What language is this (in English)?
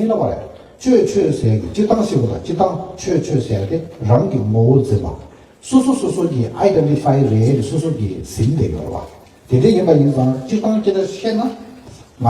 Tibetan